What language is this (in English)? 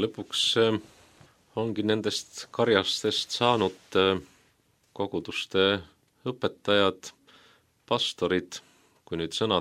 Estonian